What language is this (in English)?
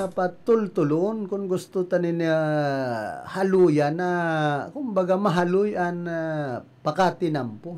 Bikol